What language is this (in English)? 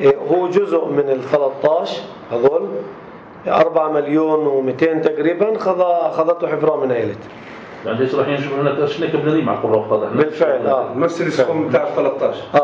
North Levantine Arabic